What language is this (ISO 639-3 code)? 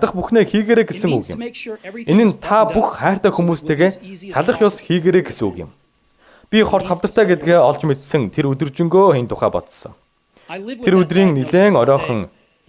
mon